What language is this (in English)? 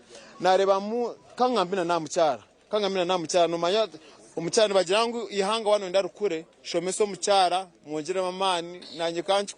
Nyankole